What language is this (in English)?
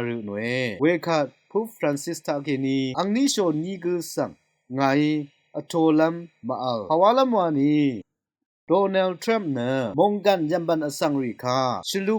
Rawang